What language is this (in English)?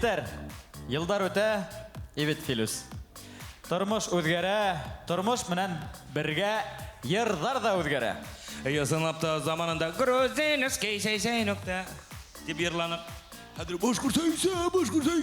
Bashkir